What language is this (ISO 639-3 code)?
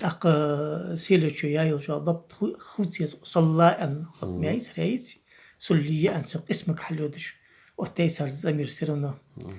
inh